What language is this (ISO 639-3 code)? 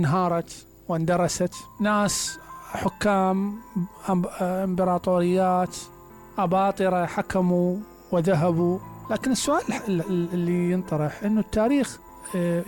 acm